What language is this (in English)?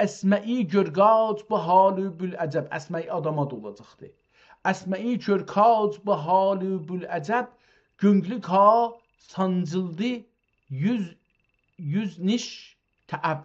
South Azerbaijani